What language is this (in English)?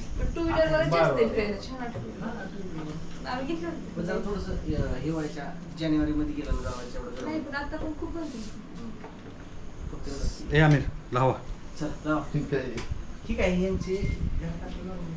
Marathi